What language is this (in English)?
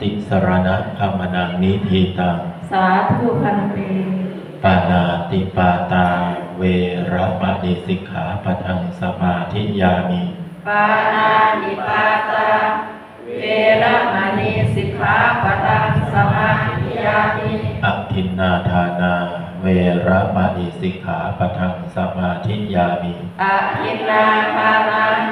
Pali